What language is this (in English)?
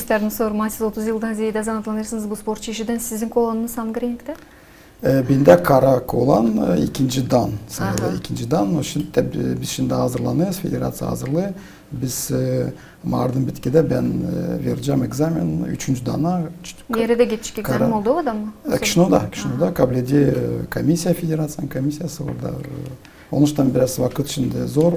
Gagauz